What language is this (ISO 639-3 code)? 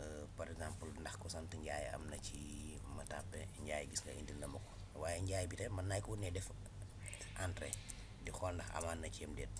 wol